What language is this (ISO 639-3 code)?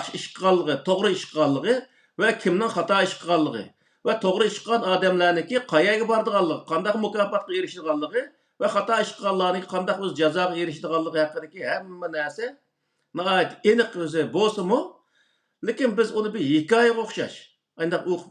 uig